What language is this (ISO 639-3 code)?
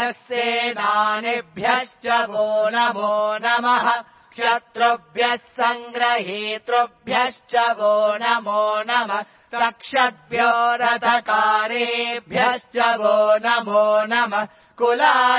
san